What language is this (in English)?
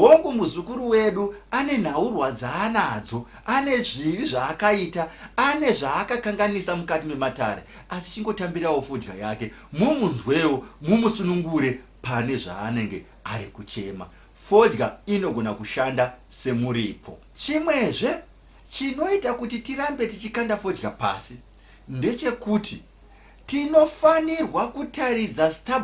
Shona